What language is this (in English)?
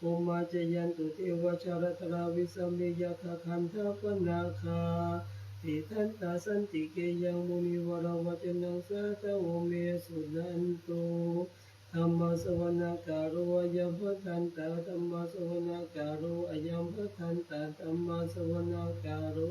Pali